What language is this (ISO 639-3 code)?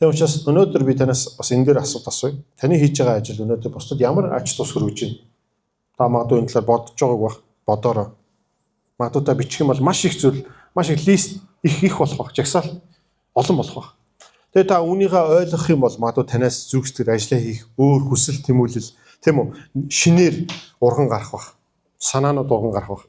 mon